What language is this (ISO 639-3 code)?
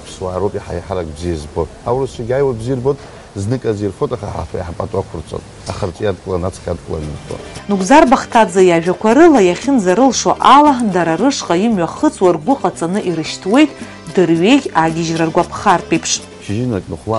abk